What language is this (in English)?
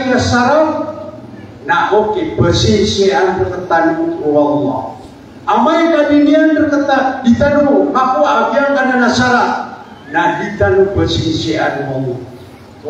Maranao